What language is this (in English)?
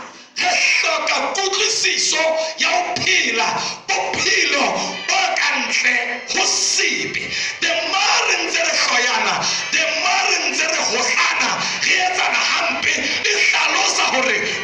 Southern Sotho